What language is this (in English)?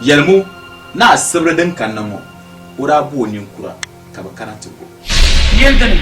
Dagbani